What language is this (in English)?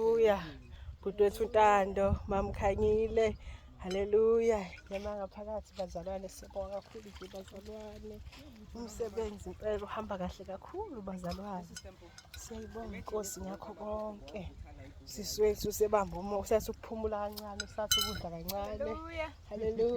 Zulu